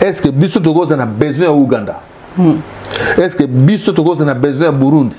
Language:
Lingala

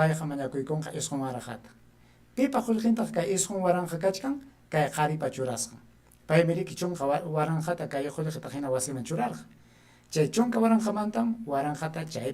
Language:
Ayacucho Quechua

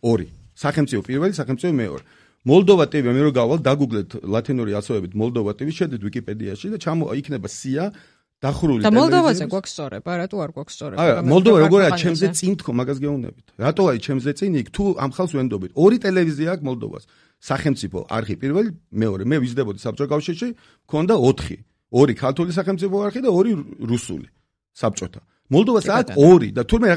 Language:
Georgian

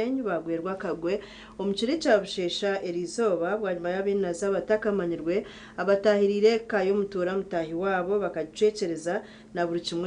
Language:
Nyankole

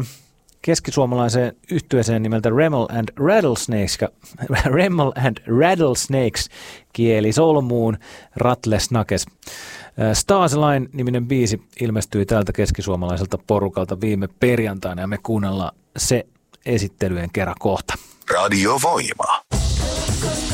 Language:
Finnish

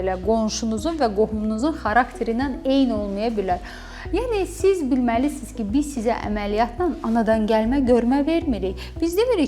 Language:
Azerbaijani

